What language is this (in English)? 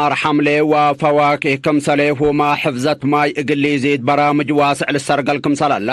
Tigre